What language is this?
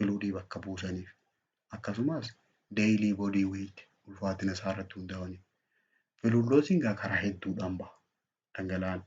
Oromo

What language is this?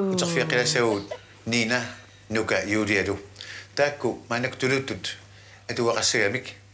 Kalaallisut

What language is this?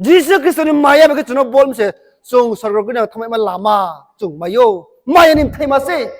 Riang (India)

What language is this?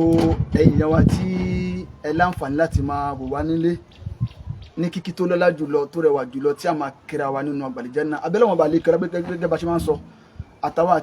Yoruba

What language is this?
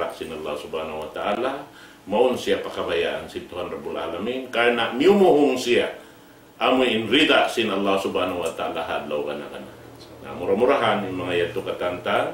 Tausug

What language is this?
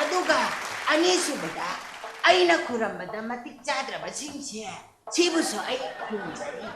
Manipuri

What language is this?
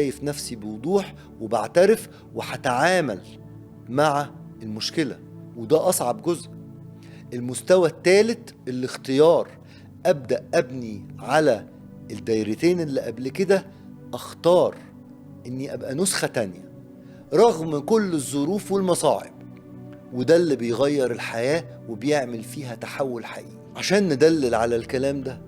Egyptian Arabic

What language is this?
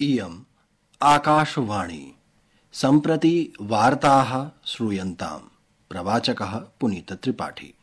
Sanskrit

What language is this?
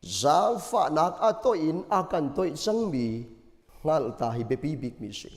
Hakha Chin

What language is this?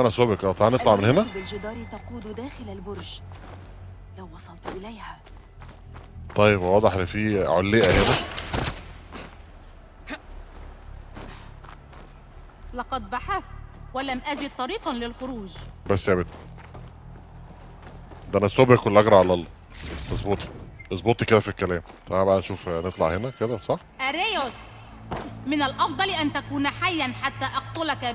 Egyptian Arabic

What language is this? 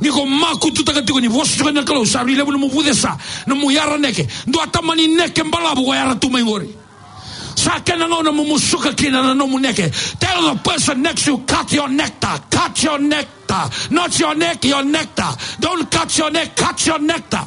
Fijian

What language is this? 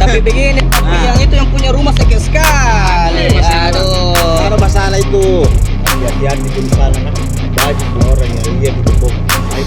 Makassar Malay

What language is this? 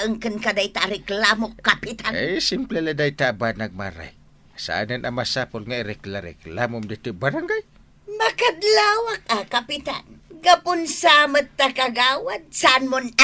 Iloko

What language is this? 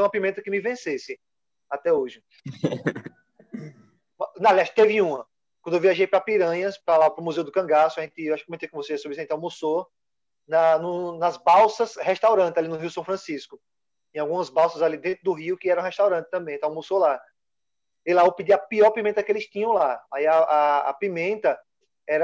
Portuguese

